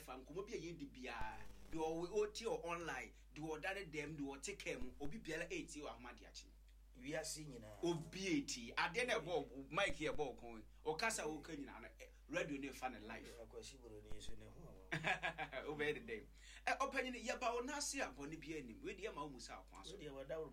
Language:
Akan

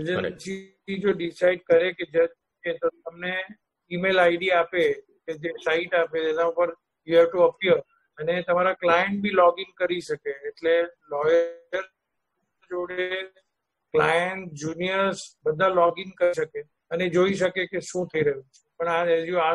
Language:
Gujarati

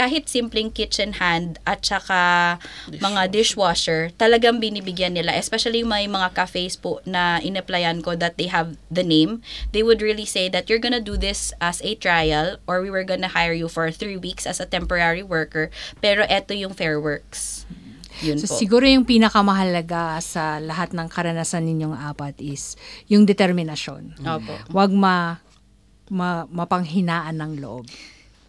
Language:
Filipino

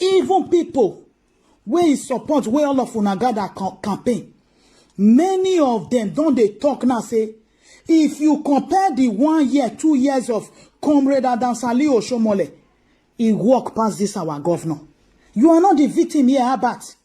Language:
Nigerian Pidgin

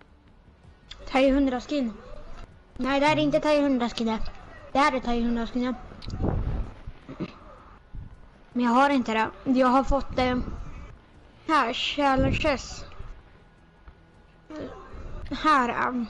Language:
Swedish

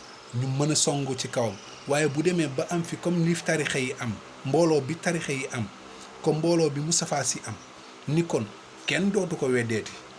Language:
Wolof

